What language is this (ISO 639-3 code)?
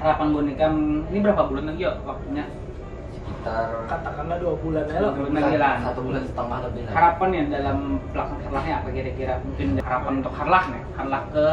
bjn